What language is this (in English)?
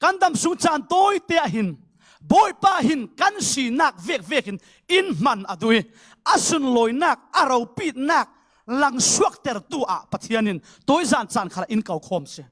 Falam Chin